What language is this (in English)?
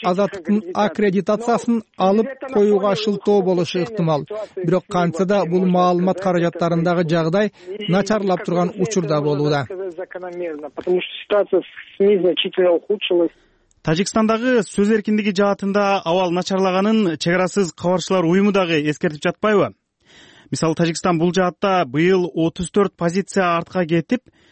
Kyrgyz